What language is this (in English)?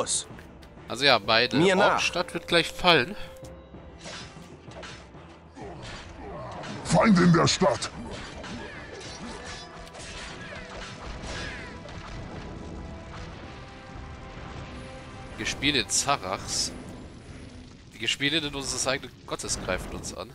German